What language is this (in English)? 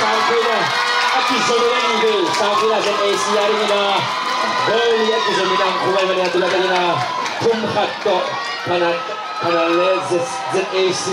Tedim Chin